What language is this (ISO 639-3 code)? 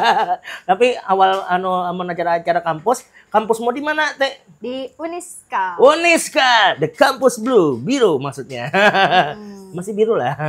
bjn